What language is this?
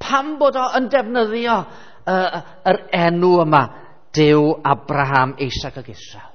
Welsh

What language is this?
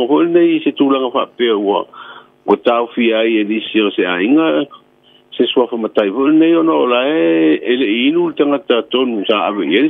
Samoan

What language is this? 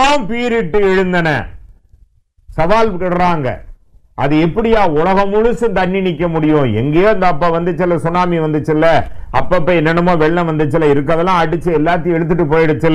Tamil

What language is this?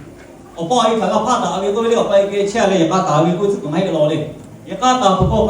Lahu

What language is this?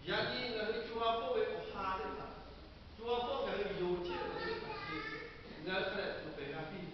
Lahu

